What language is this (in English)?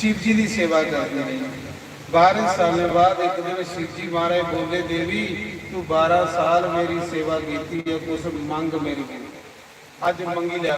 Dogri